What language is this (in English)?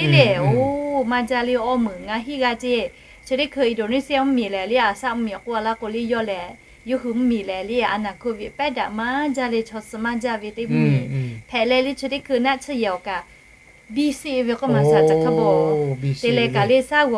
Lahu